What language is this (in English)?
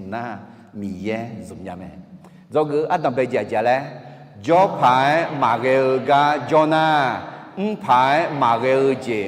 Akha